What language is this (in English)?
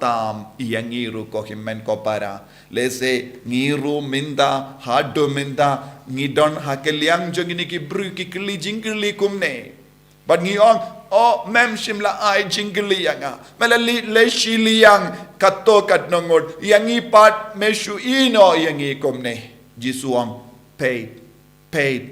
Khasi